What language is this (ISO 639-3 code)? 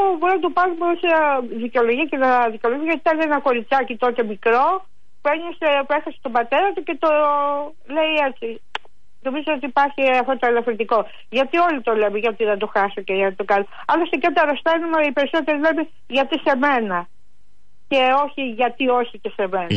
ell